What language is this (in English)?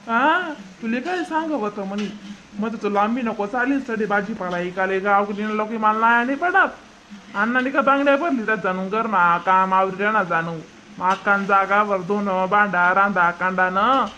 Khandesi